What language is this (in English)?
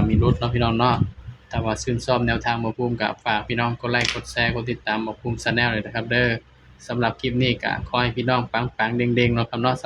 Northeastern Thai